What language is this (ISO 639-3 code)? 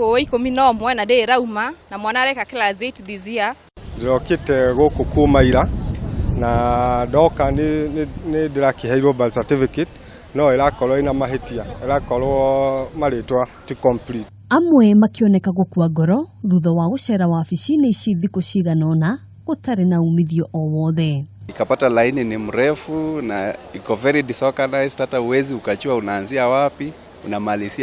kik